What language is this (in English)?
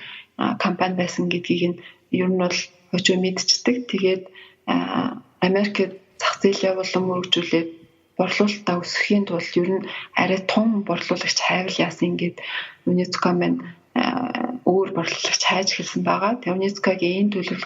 Mongolian